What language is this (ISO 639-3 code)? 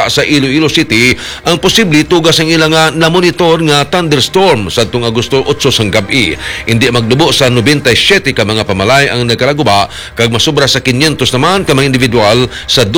hil